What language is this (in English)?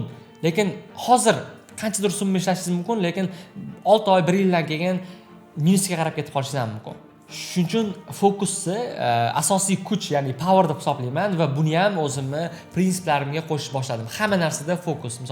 Uzbek